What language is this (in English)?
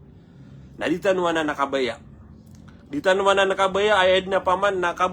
Maranao